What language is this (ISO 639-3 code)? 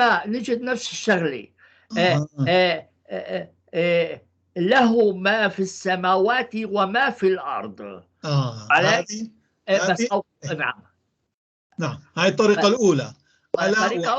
apc